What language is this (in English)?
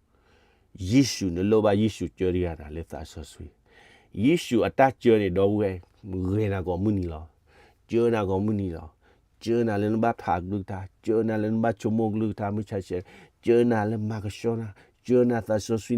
S'gaw Karen